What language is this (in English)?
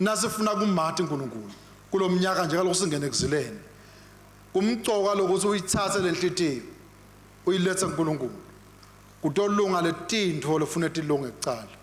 Swati